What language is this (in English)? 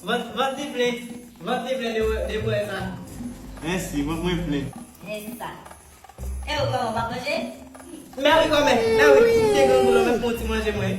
Haitian Creole